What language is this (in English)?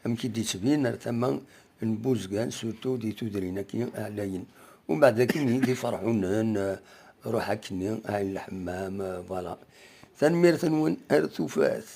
Kabyle